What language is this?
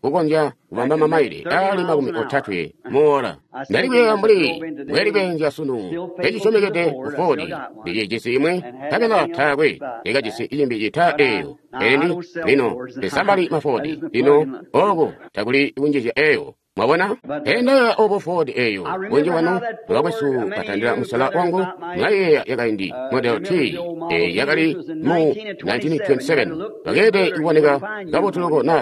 Tonga (Zambia)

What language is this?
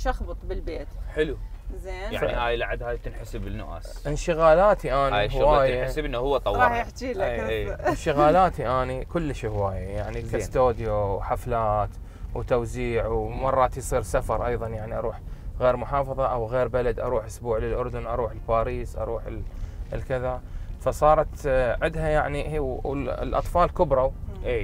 Mesopotamian Arabic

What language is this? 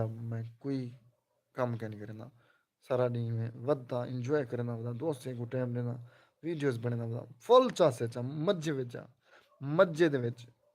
Saraiki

